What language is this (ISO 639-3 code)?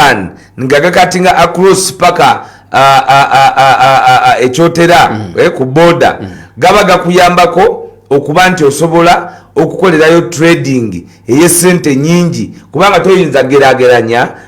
lug